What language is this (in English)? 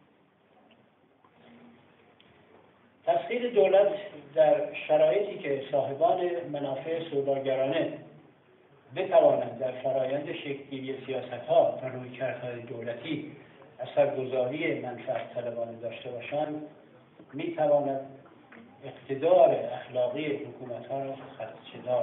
Persian